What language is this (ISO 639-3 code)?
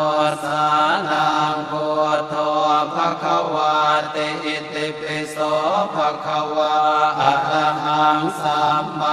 pli